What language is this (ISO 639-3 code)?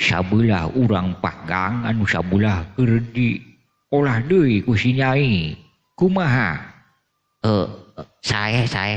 sun